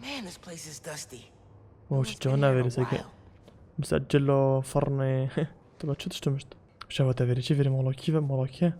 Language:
Kurdish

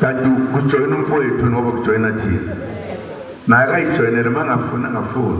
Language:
Zulu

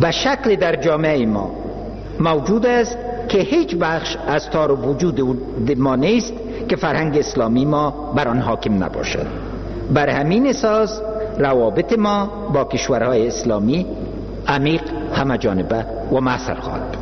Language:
Persian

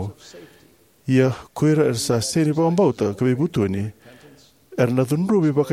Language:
Fijian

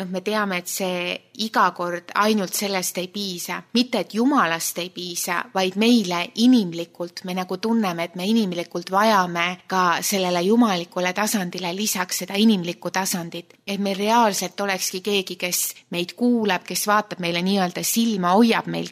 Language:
Estonian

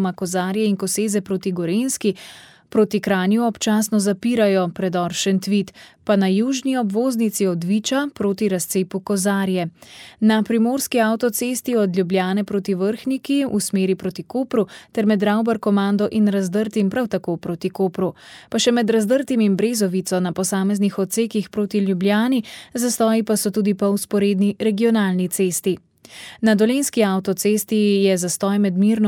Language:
Slovenian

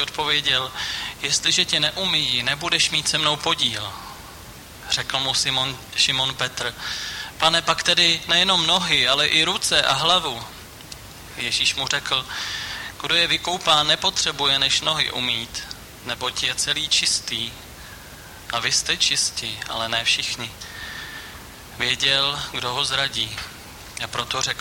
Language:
Czech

